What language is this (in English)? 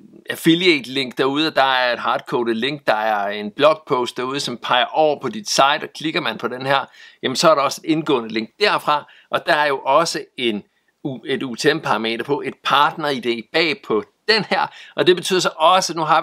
Danish